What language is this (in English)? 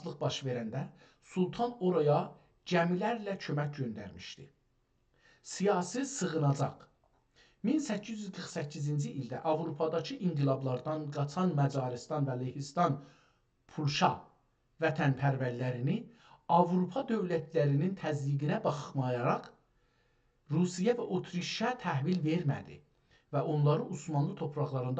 South Azerbaijani